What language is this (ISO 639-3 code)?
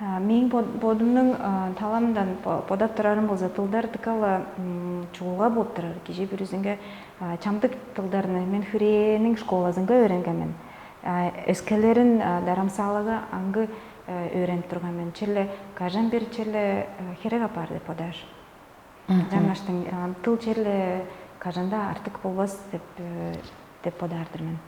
tyv